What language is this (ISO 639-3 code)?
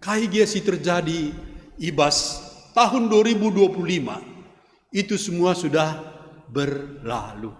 btx